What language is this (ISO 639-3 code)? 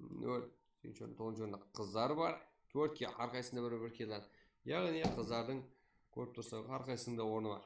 kaa